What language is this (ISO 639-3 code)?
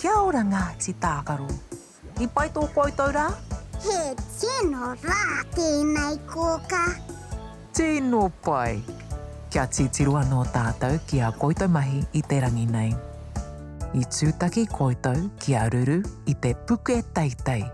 mri